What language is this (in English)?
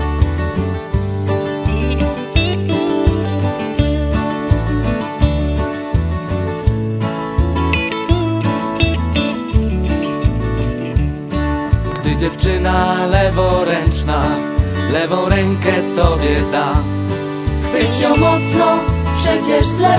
Polish